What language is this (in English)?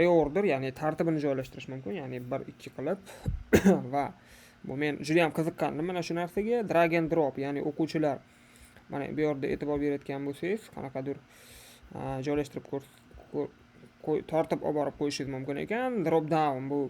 Uzbek